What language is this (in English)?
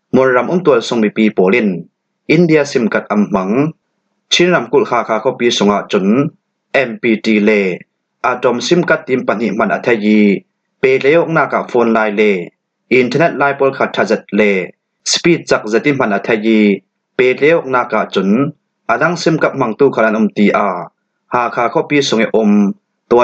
Falam Chin